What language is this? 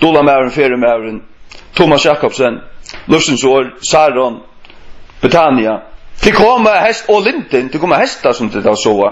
Faroese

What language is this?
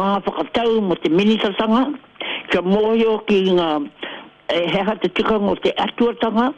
Māori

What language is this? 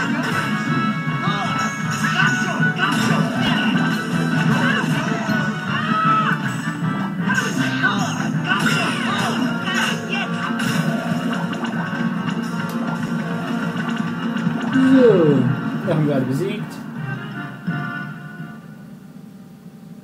German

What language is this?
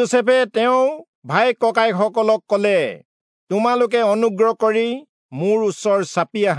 Assamese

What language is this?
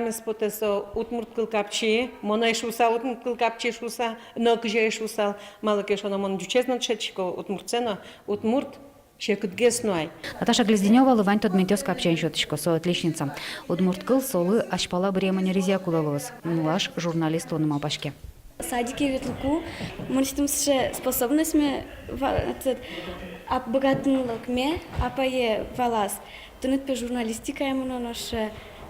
Udmurt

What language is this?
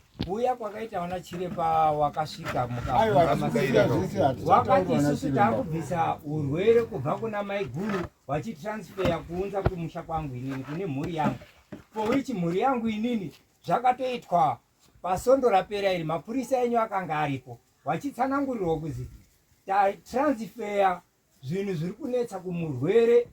Shona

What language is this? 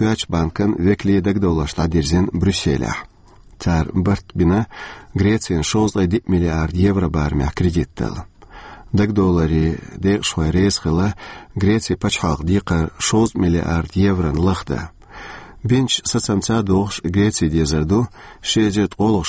Chechen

